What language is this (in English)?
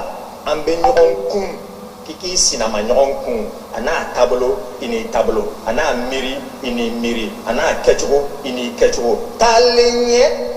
Bambara